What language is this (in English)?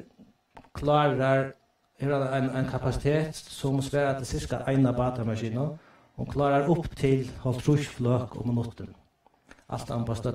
Faroese